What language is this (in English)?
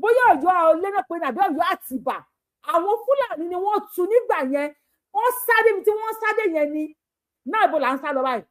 Yoruba